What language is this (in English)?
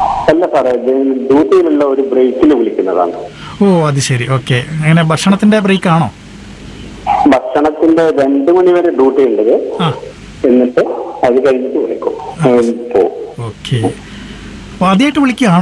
Malayalam